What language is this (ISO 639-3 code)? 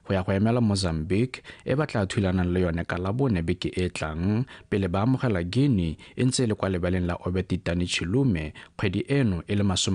tsn